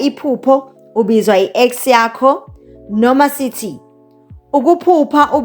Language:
Zulu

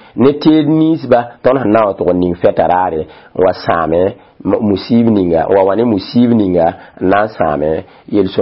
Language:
Mossi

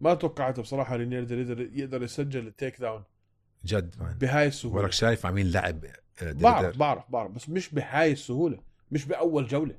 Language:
North Levantine Arabic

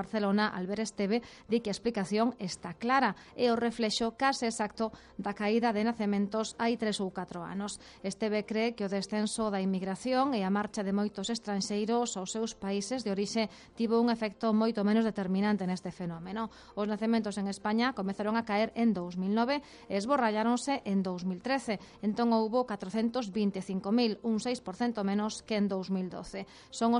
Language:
Galician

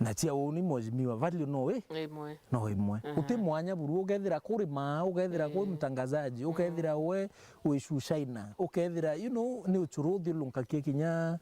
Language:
Meru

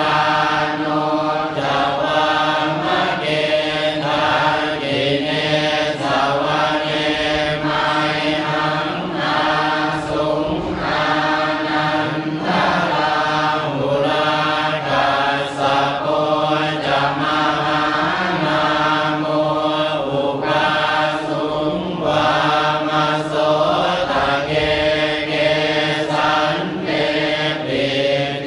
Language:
Pali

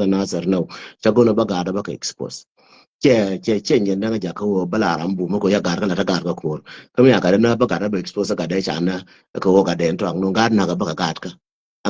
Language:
Nuer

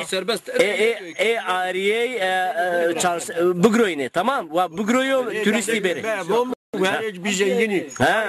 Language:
Zaza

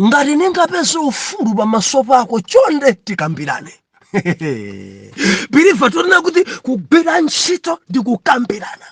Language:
Nyanja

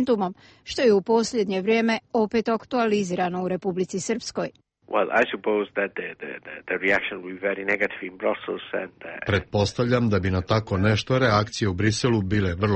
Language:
Croatian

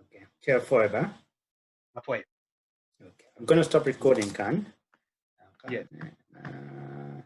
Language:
Acoli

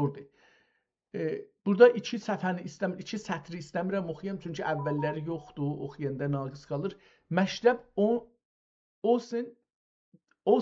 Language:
South Azerbaijani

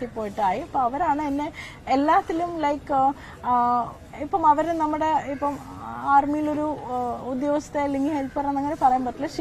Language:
Malayalam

